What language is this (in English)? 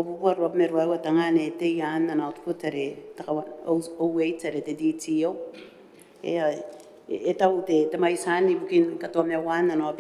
Gilbertese